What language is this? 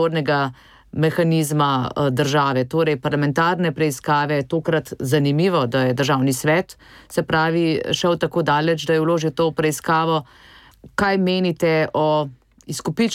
Slovenian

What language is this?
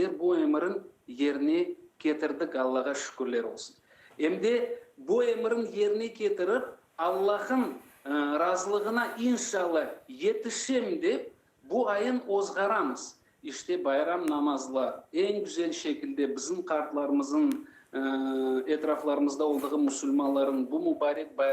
Crimean Tatar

